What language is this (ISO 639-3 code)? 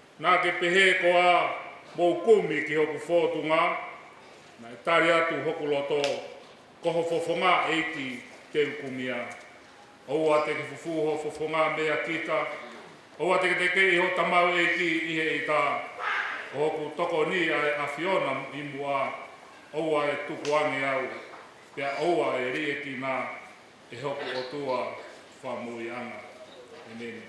ton